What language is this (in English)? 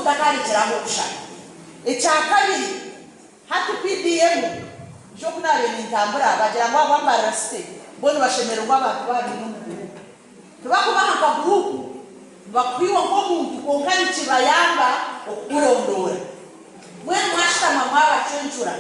Nyankole